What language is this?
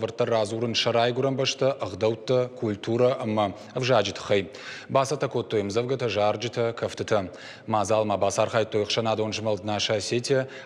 Ossetic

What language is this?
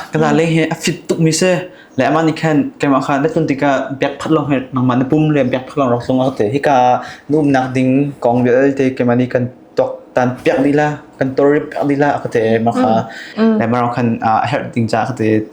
Hakha Chin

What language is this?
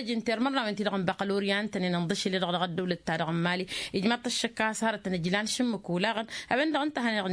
Tamasheq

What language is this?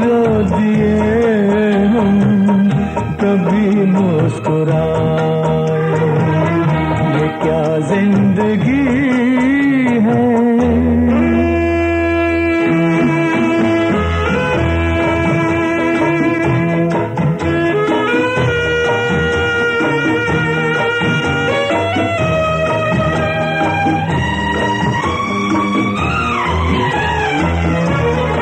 Hindi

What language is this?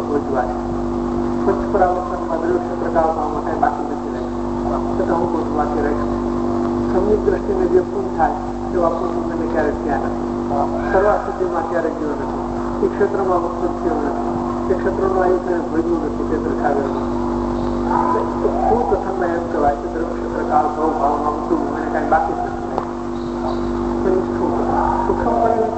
Gujarati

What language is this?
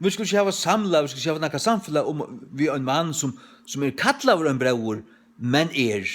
Faroese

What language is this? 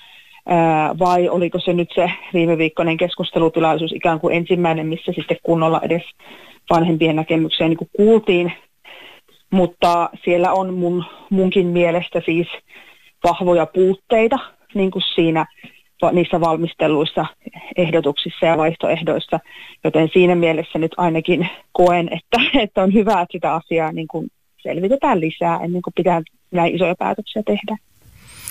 Finnish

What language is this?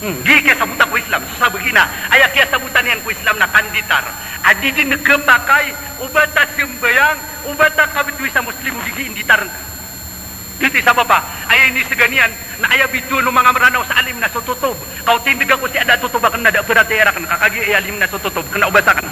Maranao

